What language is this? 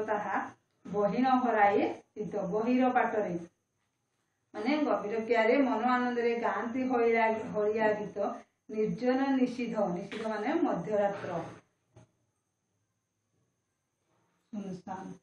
Odia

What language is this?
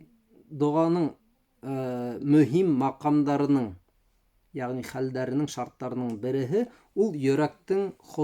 Bashkir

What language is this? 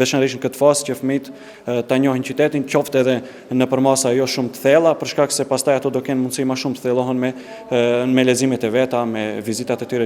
Albanian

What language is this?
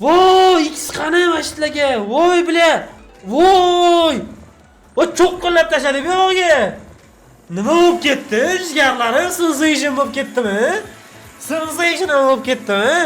Uzbek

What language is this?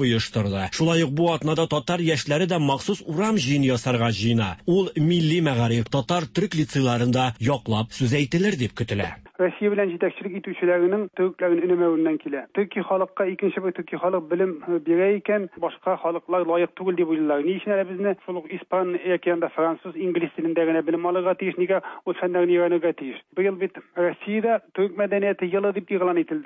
Tatar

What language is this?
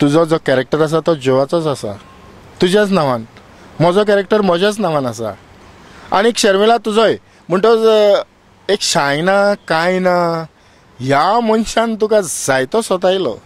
Konkani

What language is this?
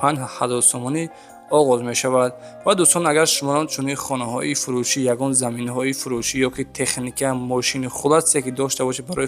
Tajik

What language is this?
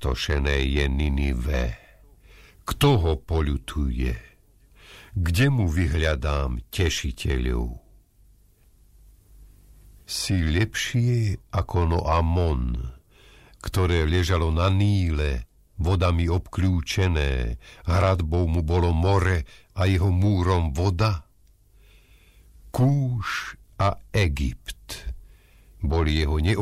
Slovak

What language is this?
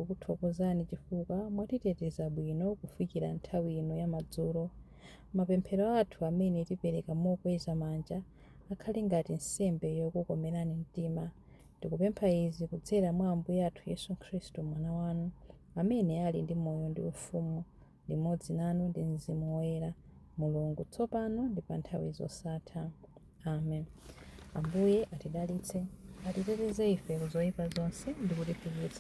Nyanja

